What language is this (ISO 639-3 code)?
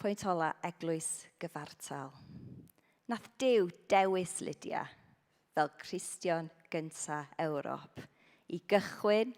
cym